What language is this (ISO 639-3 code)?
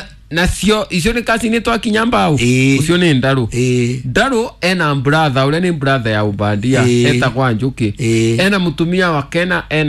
kik